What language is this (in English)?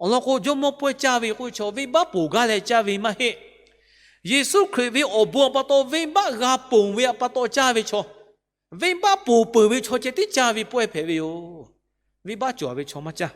Lahu